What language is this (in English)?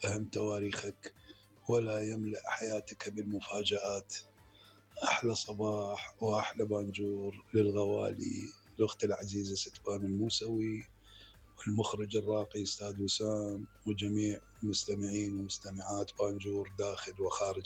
Mesopotamian Arabic